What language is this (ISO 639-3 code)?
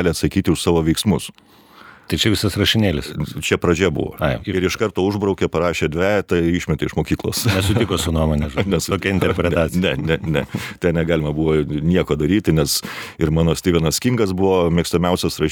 lit